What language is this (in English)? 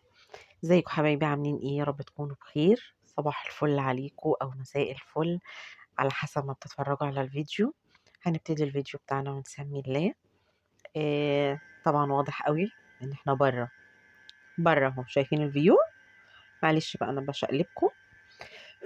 Egyptian Arabic